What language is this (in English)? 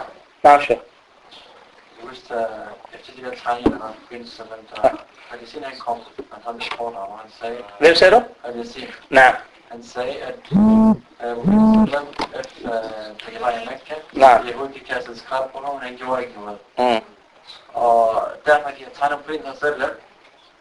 Danish